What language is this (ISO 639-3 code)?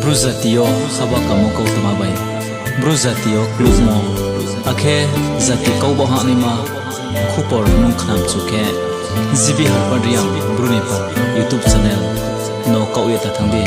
ria